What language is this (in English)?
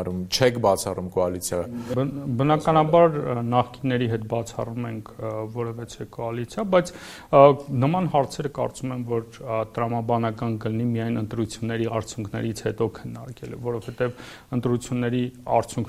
Armenian